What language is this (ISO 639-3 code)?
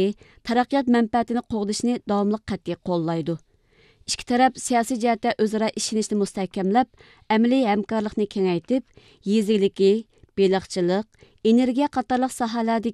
uig